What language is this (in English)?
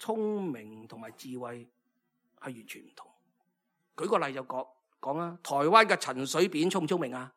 Cantonese